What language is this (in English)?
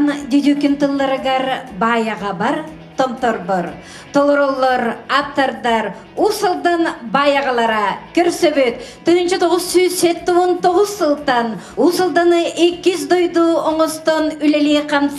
Yakut